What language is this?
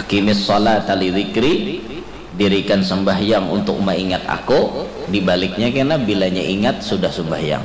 Banjar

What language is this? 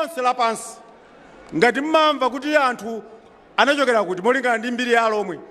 Nyanja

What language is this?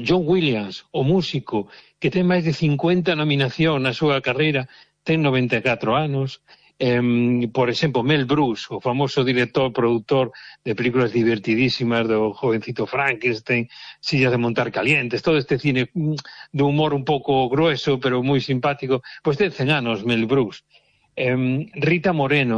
Galician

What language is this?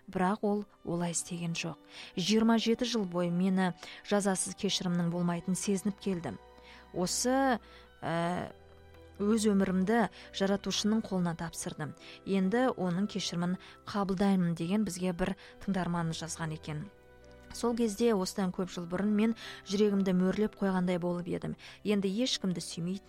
Kazakh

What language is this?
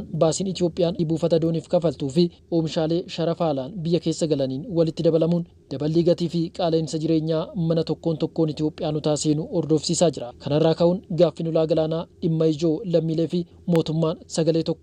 Oromo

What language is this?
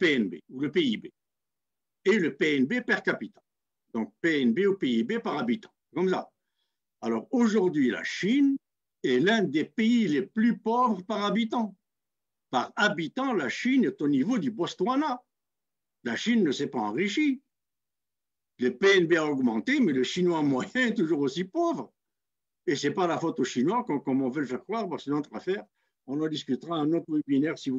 French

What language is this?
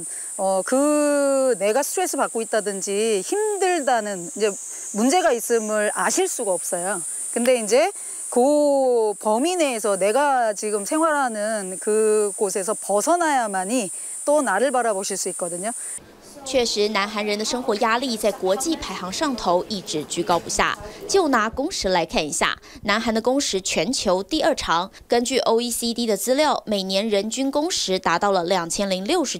Chinese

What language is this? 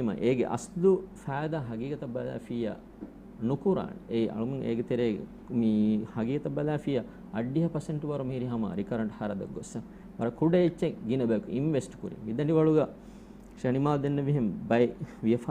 Divehi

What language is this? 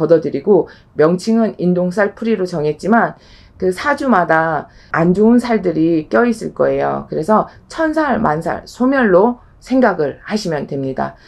Korean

